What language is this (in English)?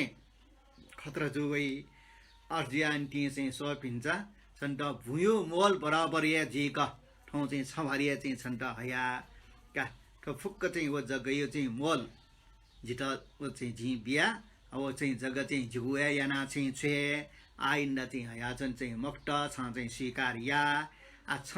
Newari